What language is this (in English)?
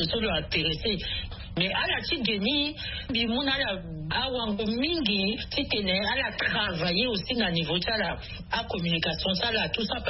Sango